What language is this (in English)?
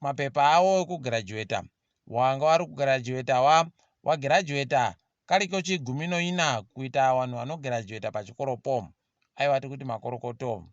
Ndau